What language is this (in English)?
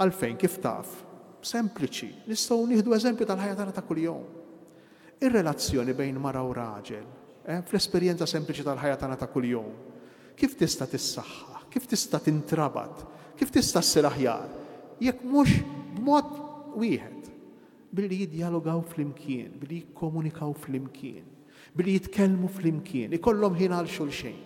Maltese